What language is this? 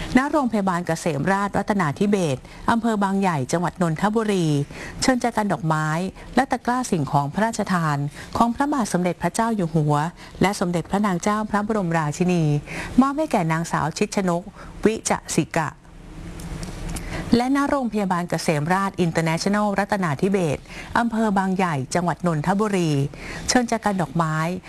Thai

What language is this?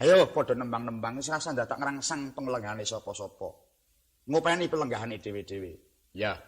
Javanese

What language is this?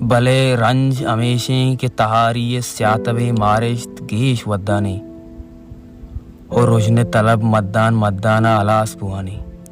Baluchi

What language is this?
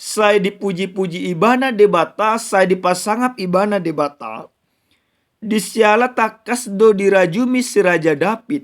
Batak Toba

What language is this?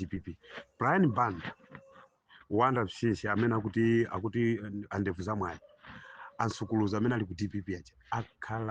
Nyanja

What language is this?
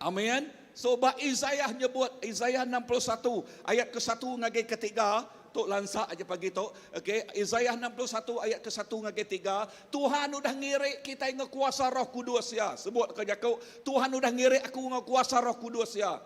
Iban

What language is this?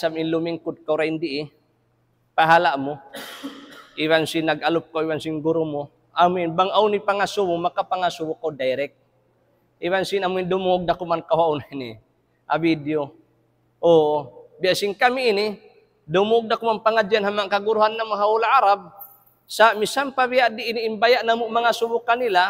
Tausug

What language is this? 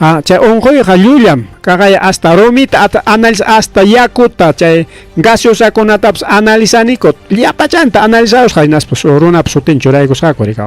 Ayacucho Quechua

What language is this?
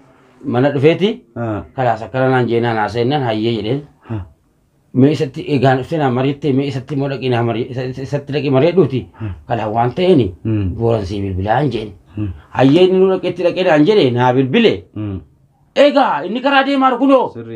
Oromo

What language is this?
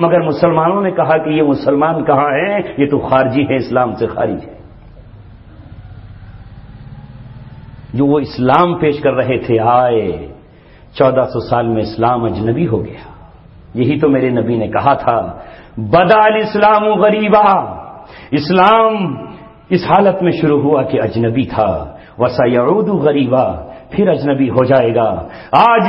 Urdu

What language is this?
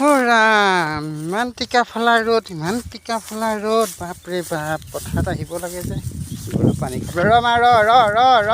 Assamese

